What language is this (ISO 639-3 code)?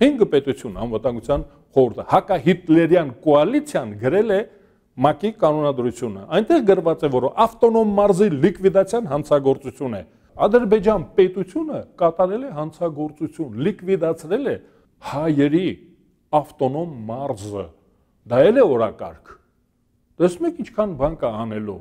hye